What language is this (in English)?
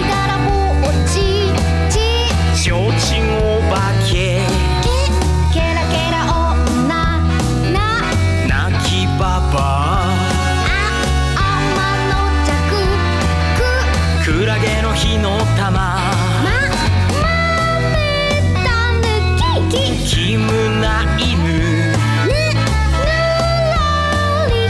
Japanese